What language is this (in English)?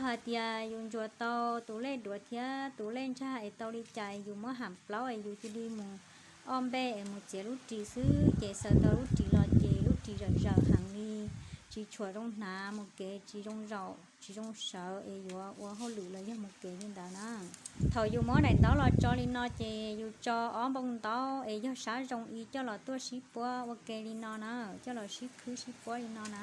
Hmong